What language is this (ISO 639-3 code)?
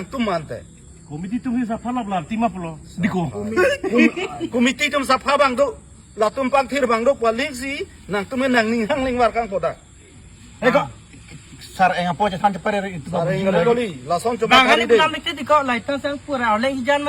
mjw